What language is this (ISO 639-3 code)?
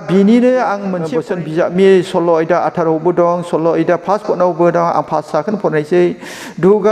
brx